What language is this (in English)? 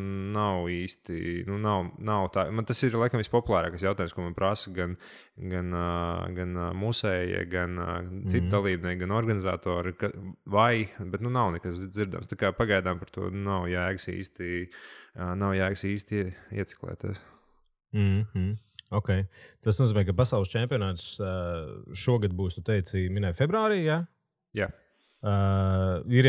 Latvian